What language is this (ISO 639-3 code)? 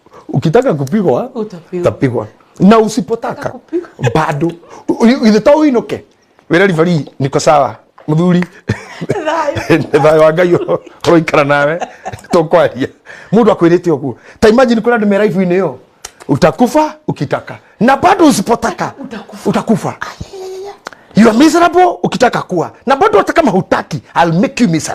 kik